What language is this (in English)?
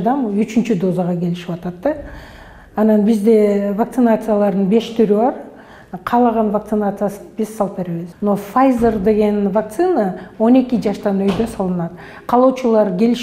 Kyrgyz